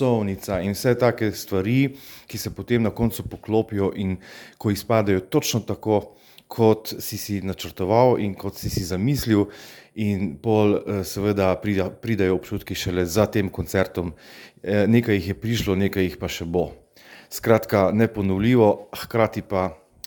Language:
Slovenian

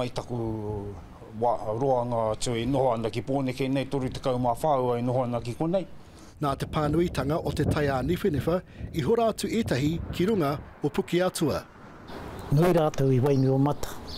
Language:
Māori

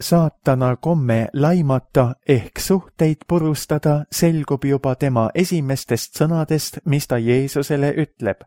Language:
Estonian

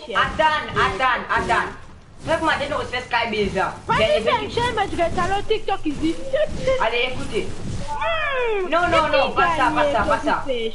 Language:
Morisyen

